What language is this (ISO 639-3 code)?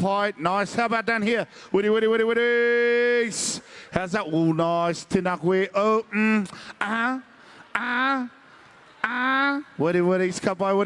mri